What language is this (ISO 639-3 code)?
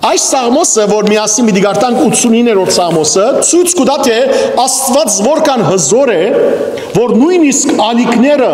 hyw